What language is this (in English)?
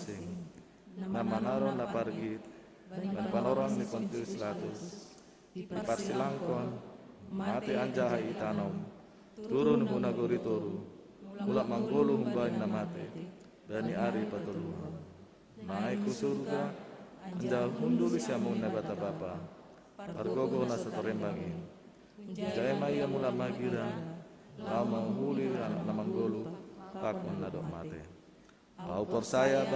Batak Simalungun